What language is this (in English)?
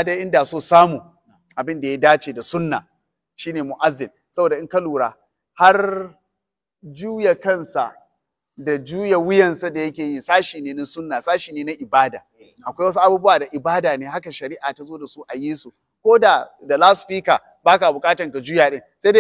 Hausa